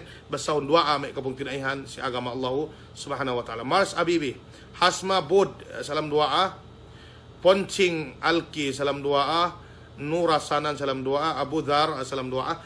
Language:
Yakan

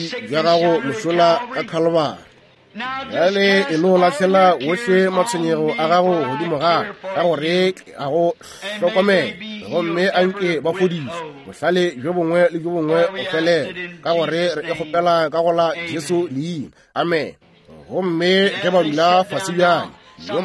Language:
Northern Sotho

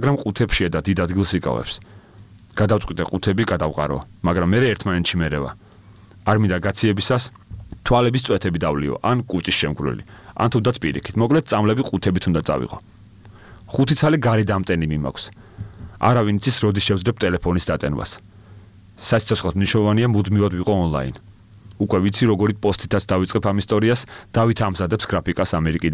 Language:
Georgian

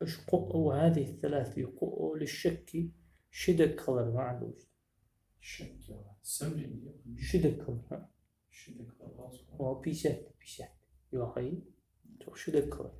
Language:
Ingush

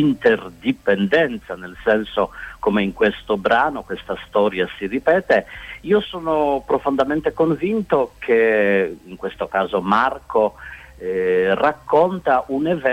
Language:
Italian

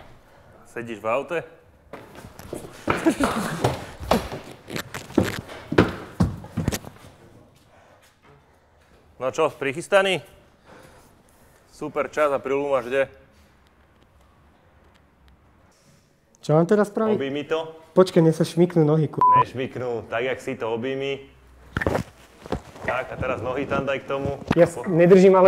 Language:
Slovak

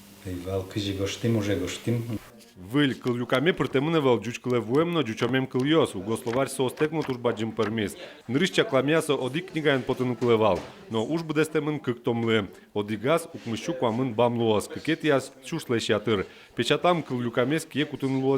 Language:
Udmurt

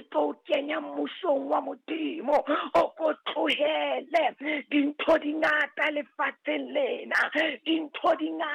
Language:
Southern Sotho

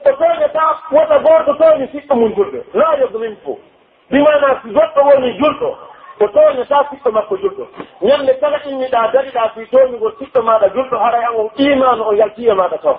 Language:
Pular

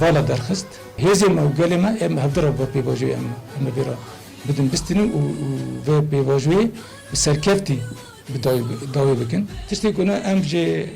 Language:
Kurdish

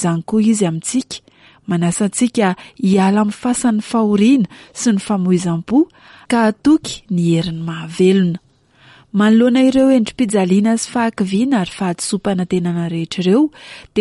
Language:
Malagasy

